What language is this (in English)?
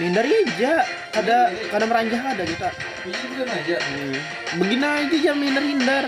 Banjar